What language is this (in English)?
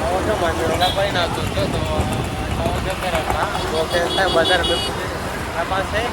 Riang (India)